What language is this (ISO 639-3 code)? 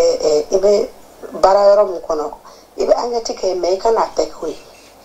bam